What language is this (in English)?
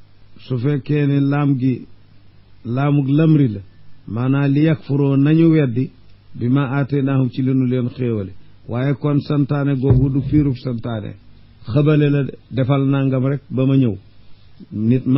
Wolof